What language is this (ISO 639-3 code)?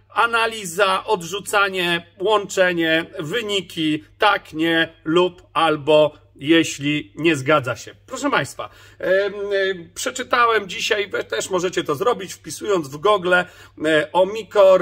pol